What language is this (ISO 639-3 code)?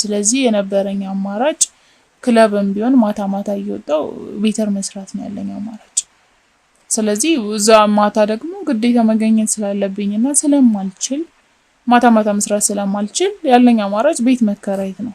amh